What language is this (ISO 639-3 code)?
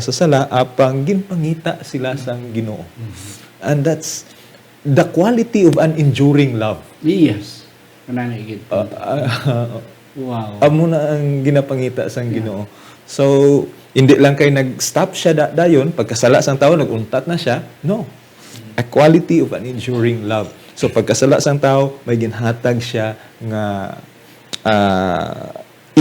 hil